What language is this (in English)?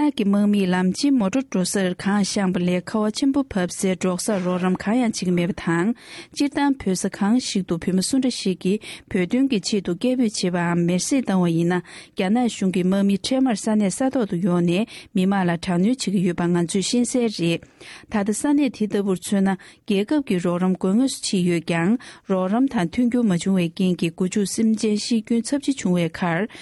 Tibetan